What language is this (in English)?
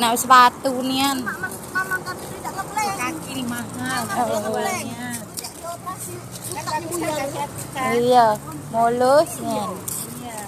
Musi